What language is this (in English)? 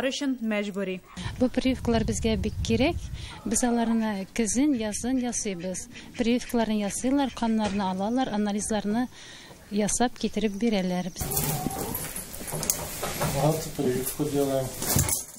Tatar